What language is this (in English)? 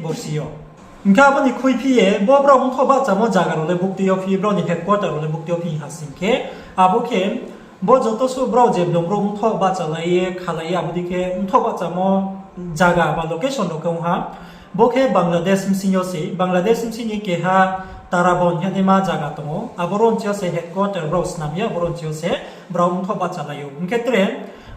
Riang (India)